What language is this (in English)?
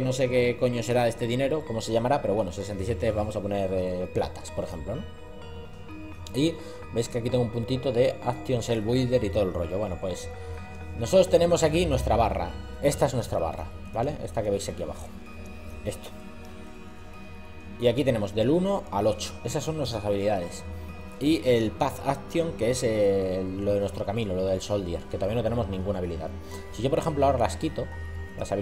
Spanish